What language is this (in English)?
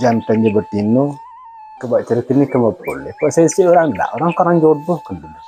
Minangkabau